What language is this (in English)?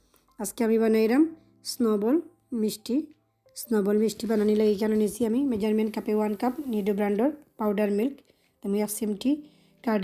Sylheti